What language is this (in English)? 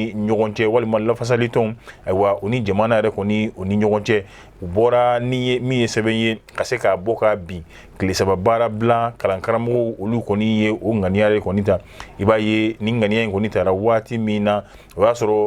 Bambara